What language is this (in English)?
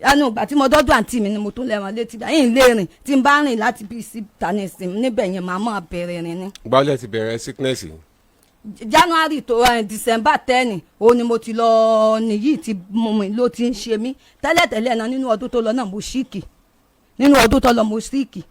Yoruba